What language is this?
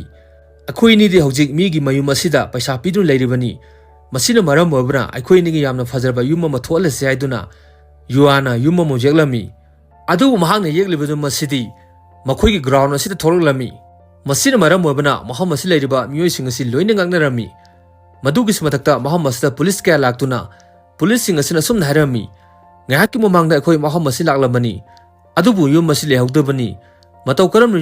Manipuri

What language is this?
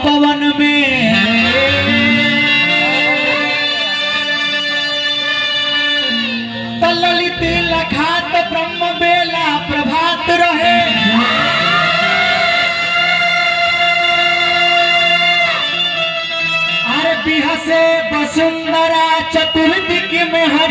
Bhojpuri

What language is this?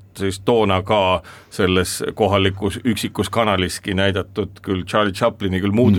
Estonian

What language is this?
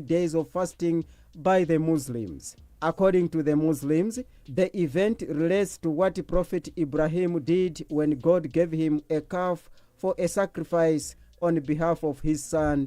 English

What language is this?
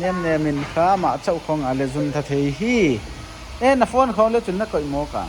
Paite Chin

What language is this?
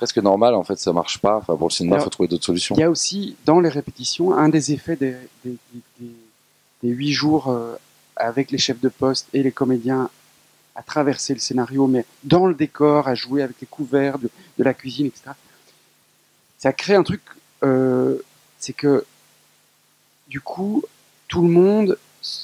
French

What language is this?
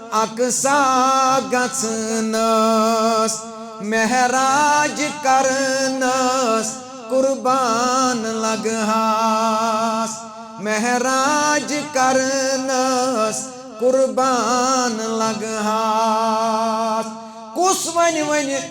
Kashmiri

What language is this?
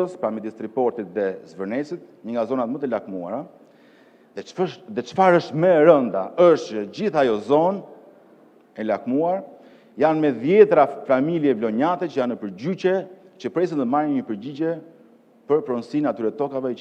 Albanian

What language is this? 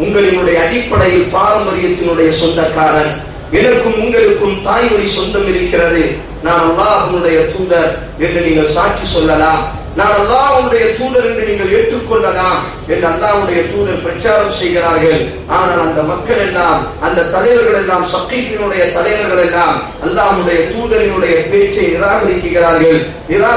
Tamil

